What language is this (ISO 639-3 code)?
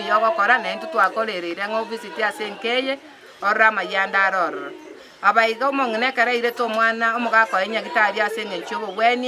guz